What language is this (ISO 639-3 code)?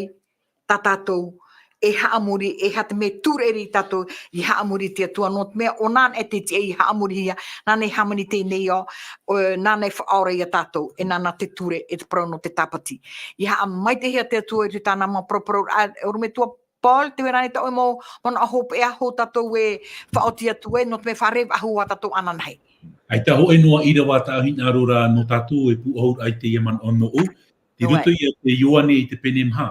tah